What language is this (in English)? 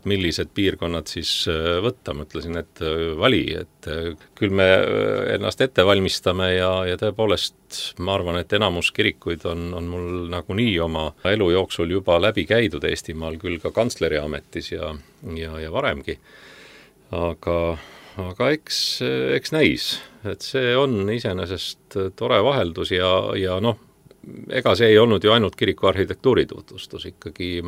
Estonian